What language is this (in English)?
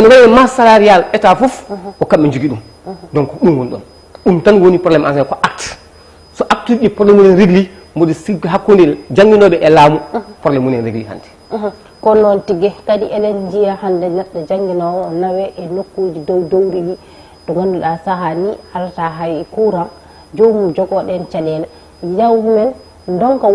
Fula